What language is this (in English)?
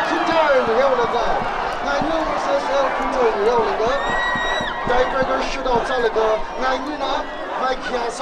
Tangkhul Naga (India)